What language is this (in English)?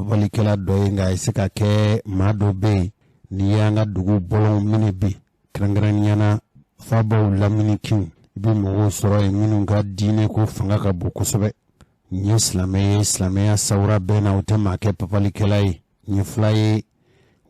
Bambara